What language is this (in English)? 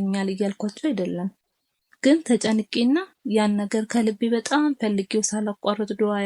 Amharic